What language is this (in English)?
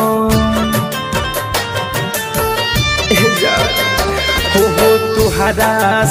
Bhojpuri